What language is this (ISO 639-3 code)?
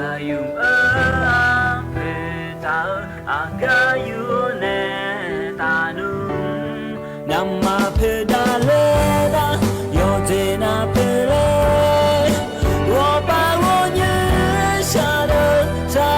ahk